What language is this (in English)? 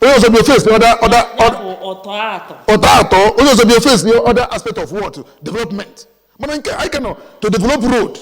Igbo